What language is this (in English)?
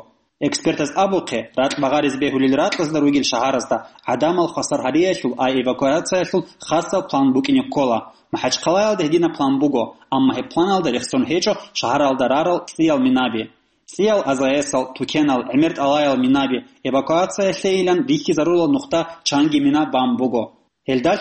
Avaric